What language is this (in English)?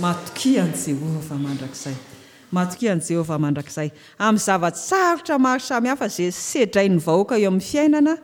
Malagasy